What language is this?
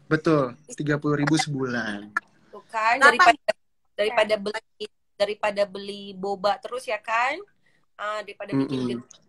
Indonesian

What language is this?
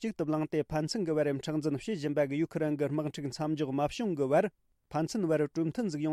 Tibetan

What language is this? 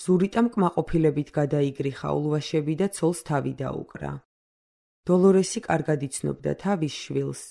Georgian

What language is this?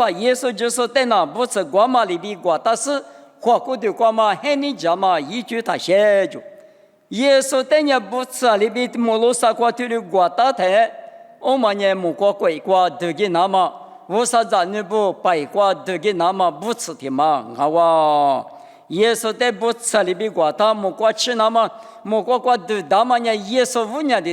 Lisu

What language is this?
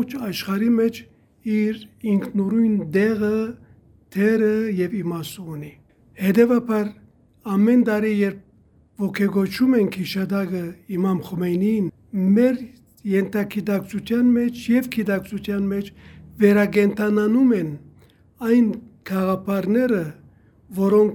Armenian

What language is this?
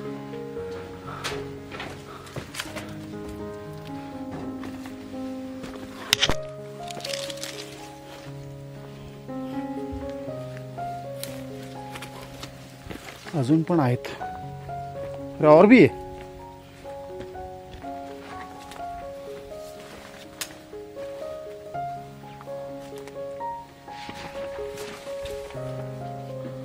Marathi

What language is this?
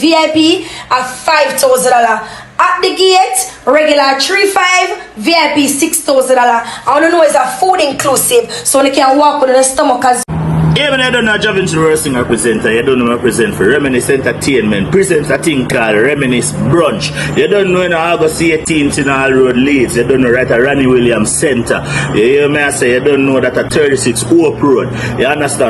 Jamaican Creole English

